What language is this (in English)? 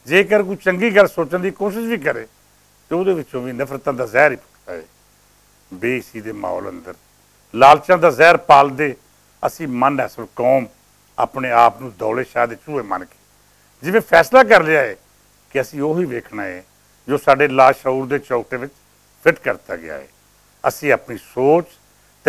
Western Panjabi